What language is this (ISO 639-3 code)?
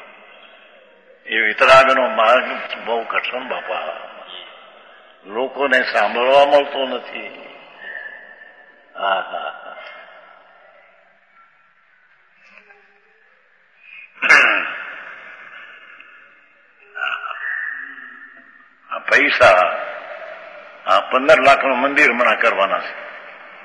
guj